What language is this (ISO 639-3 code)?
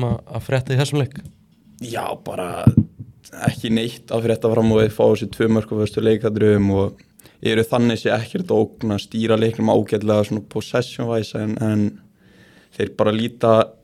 isl